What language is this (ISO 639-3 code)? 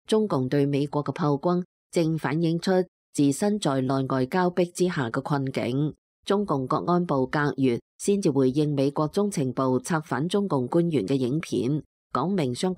yue